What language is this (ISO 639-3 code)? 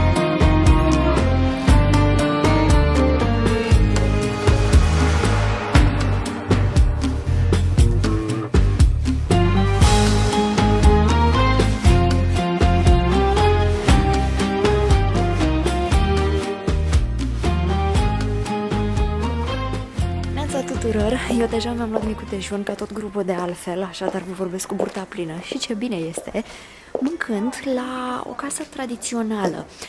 ron